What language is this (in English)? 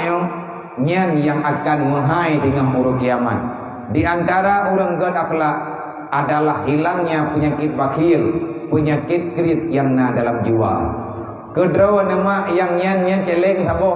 Achinese